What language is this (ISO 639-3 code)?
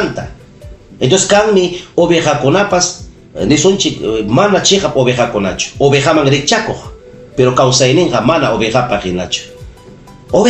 quy